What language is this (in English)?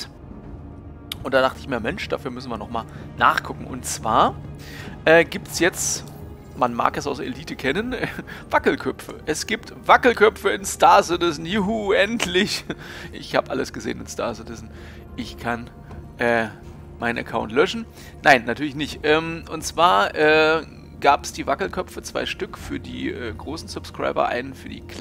German